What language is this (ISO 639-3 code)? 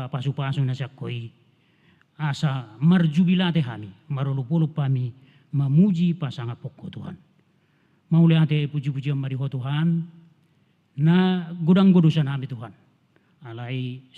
bbc